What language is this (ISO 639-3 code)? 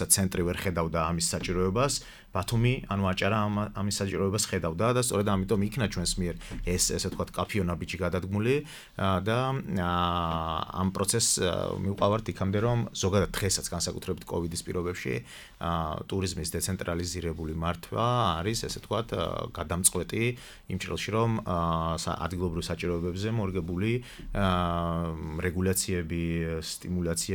kat